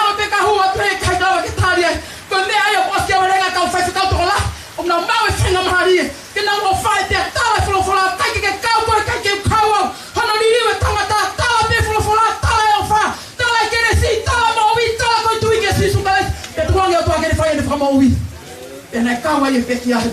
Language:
Tongan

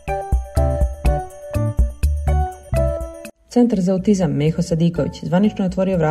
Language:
Bosnian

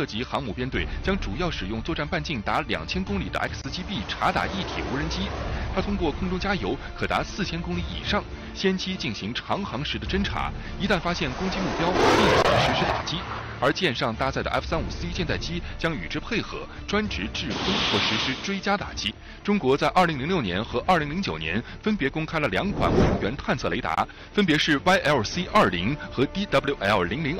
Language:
Chinese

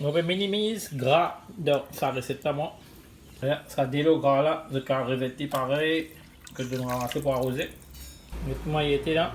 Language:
Morisyen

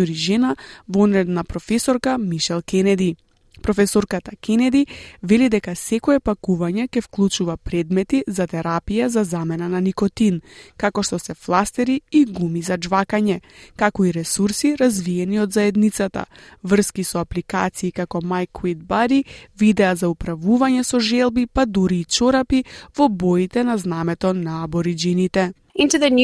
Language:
Macedonian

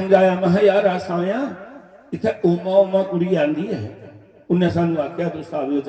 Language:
Dogri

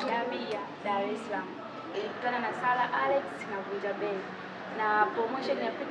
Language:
Swahili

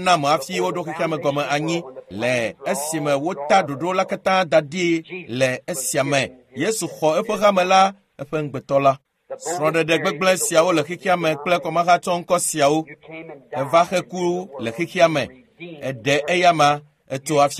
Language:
Ewe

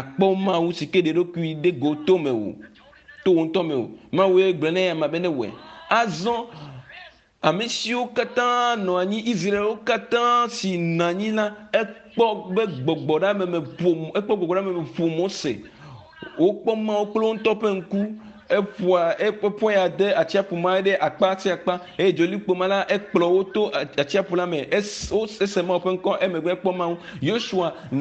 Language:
Ewe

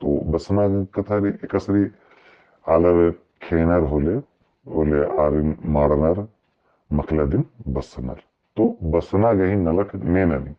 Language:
Kurukh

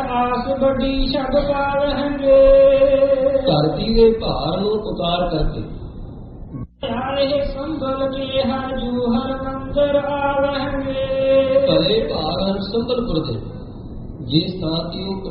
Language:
Punjabi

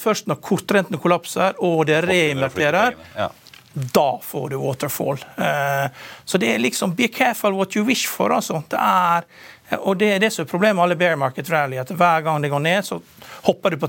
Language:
Norwegian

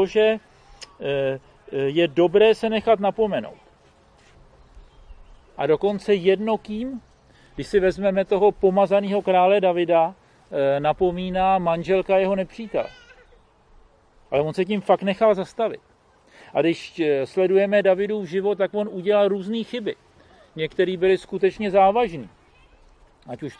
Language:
Czech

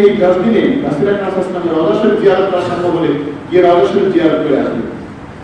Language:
Bangla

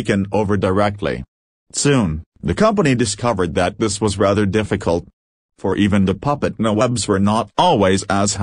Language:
English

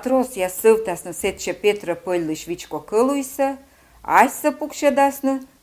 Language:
Komi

